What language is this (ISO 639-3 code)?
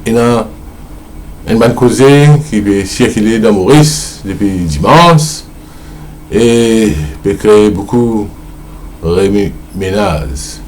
mfe